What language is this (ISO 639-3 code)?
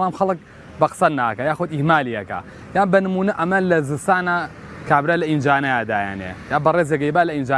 ckb